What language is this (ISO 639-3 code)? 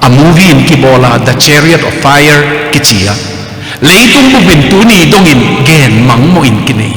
ctd